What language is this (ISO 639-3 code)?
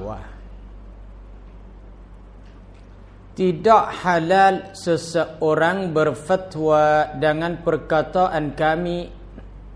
tha